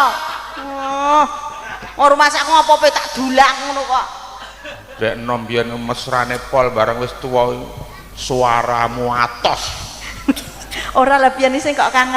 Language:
Javanese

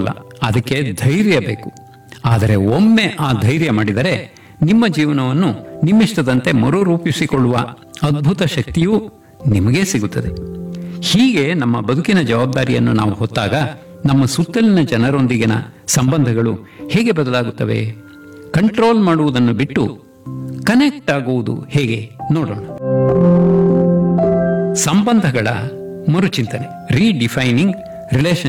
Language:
Kannada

